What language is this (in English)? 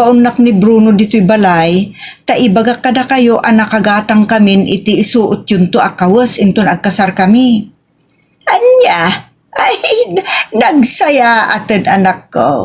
Iloko